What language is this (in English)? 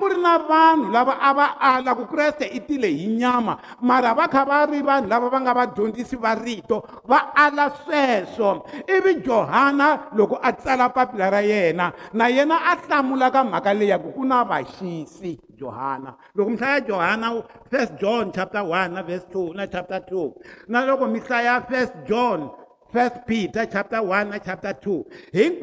Tsonga